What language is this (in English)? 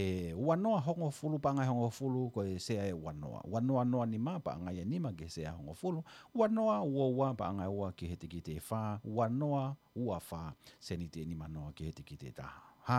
Tongan